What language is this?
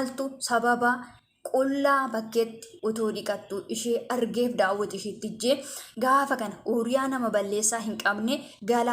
Oromo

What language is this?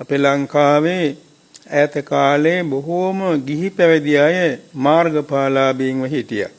Sinhala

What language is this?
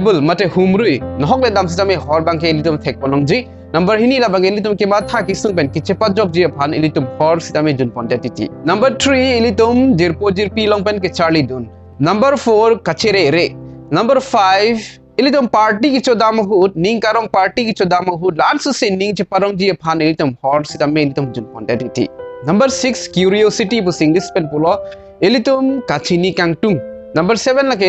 Karbi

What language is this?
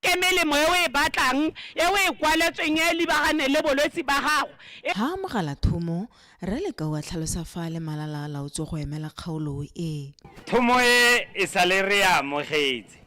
Tswana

